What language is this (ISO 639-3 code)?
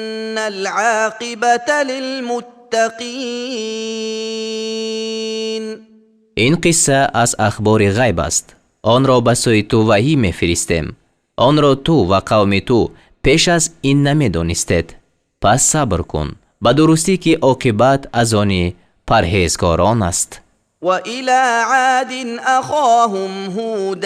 tgk